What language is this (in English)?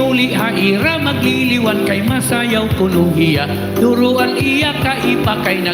Waray